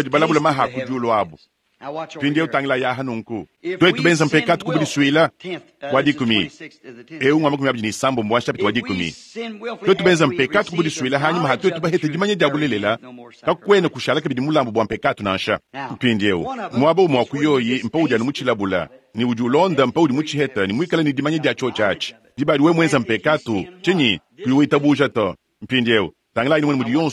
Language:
Luba-Lulua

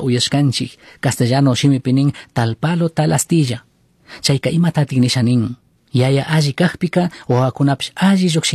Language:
Chimborazo Highland Quichua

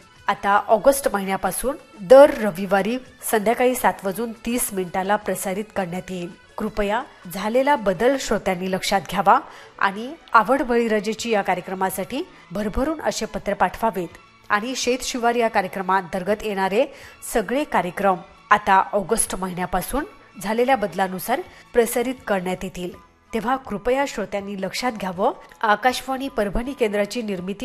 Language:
Marathi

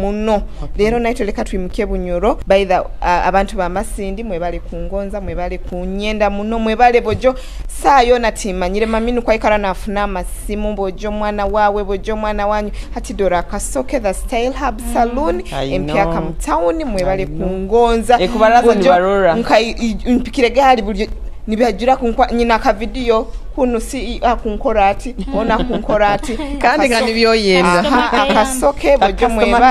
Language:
Nyoro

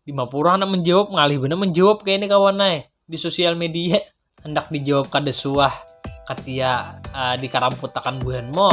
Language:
Banjar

